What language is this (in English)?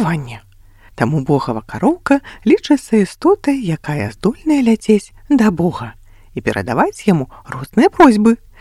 Belarusian